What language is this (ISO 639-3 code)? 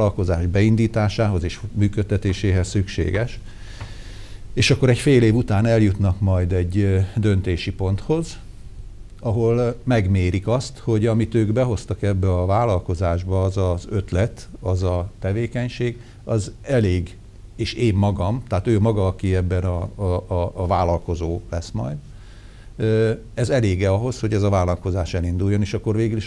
hun